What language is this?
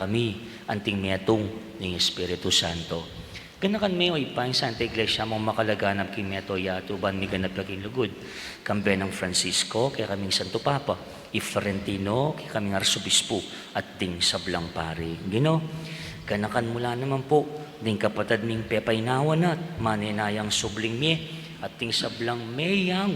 Pampanga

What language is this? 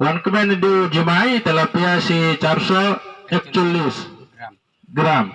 Khasi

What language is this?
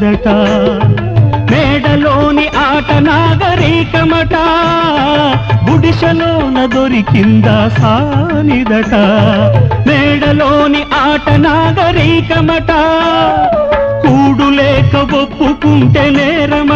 Telugu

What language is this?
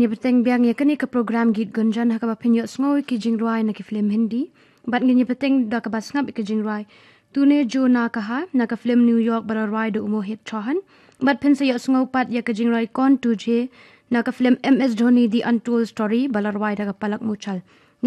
Khasi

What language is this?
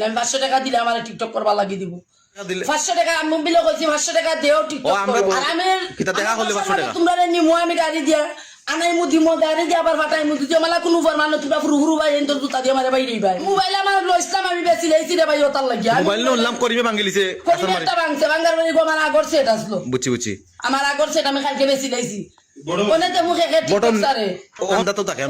Sylheti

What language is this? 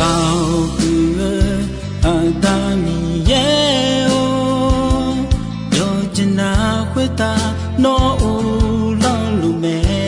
Akha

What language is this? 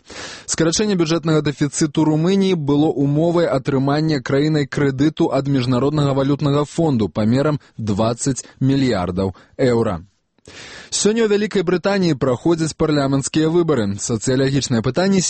Belarusian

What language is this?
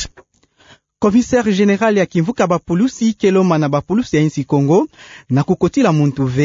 Kituba (Democratic Republic of Congo)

